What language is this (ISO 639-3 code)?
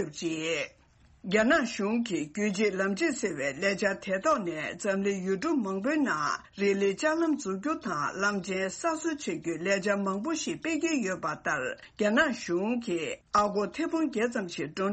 bod